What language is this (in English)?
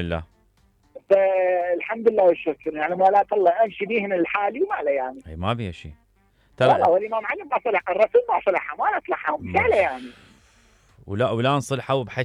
Mesopotamian Arabic